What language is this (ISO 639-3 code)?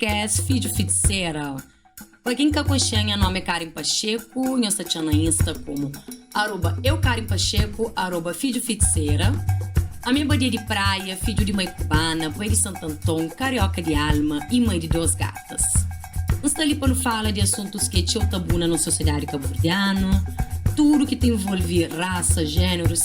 kea